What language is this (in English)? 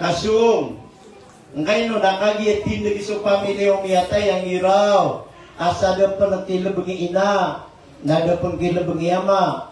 Maranao